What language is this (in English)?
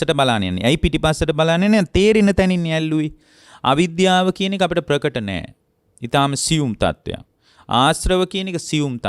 Sinhala